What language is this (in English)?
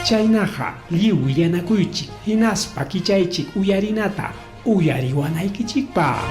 Ayacucho Quechua